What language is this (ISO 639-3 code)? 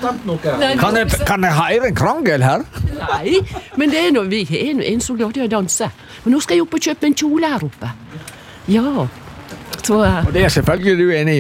nor